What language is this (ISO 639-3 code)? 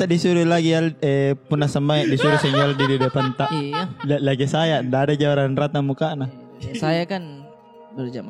mfp